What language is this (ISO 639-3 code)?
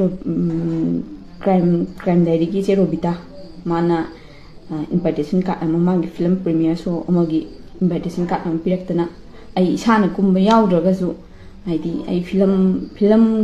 mni